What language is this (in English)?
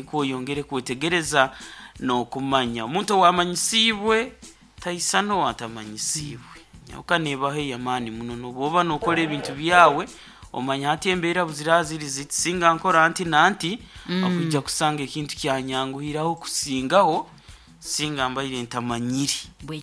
Nyoro